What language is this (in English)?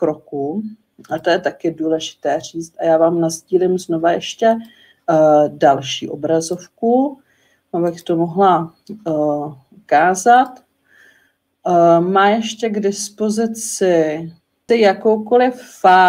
Czech